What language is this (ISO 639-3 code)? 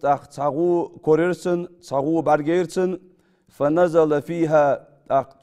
inh